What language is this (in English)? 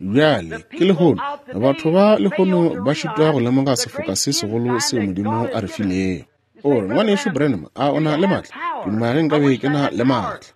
Northern Sotho